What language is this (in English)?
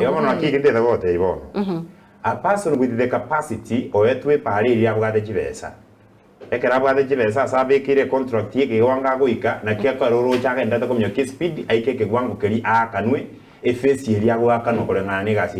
Gusii